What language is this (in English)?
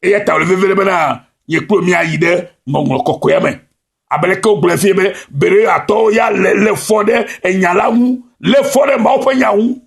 Ewe